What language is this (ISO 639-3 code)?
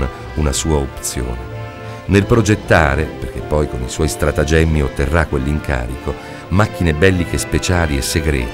ita